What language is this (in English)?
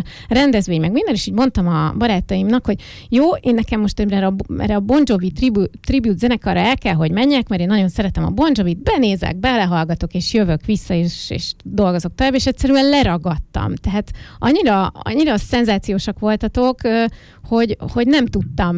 Hungarian